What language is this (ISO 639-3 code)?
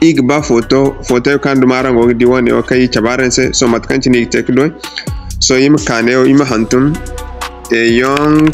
dje